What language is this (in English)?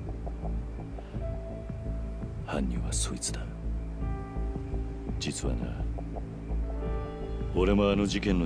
Japanese